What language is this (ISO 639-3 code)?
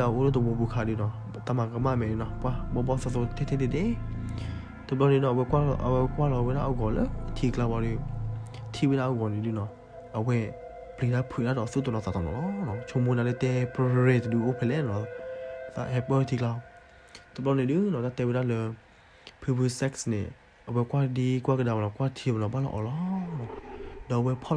ksw